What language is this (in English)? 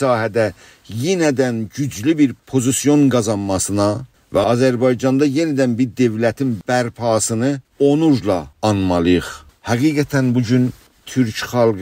South Azerbaijani